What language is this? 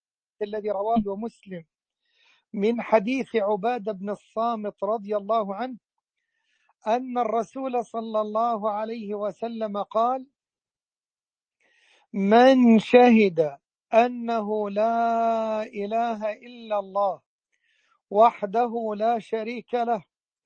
Arabic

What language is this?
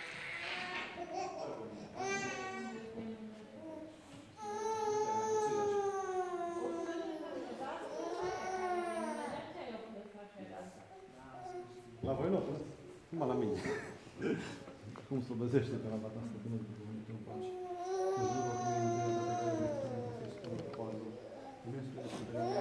Romanian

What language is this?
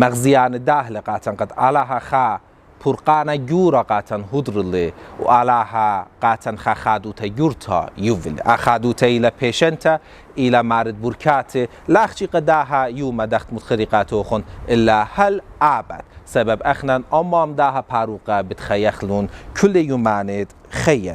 Assyrian Neo-Aramaic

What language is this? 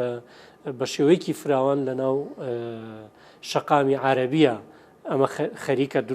Central Kurdish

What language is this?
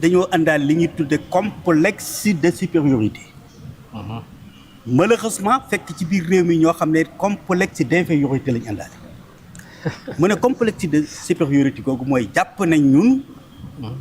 Wolof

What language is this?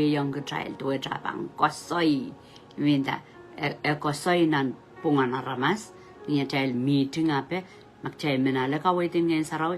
Pohnpeian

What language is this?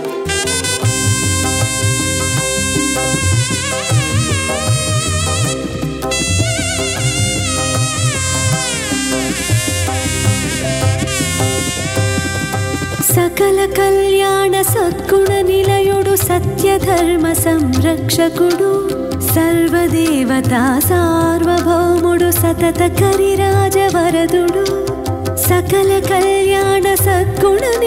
Telugu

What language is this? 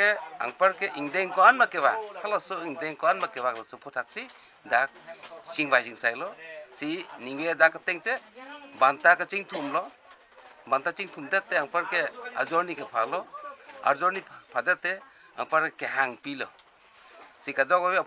Karbi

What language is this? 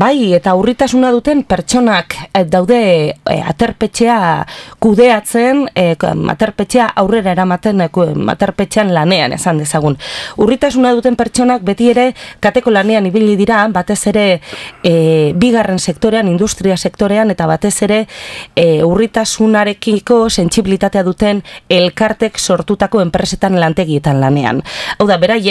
Basque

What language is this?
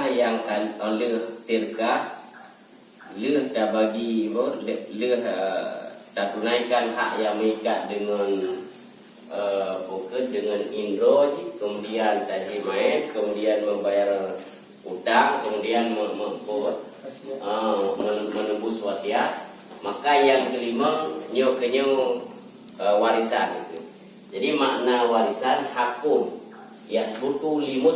Achinese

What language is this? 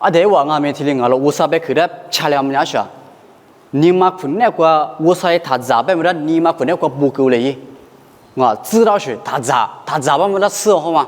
Lisu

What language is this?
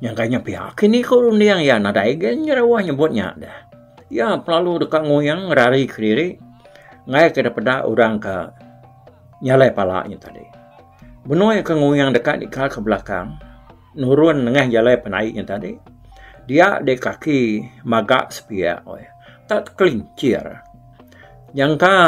Iban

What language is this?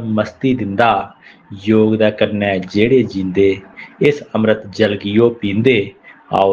Dogri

